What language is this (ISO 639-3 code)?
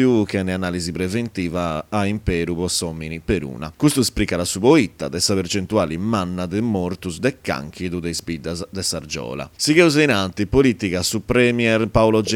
srd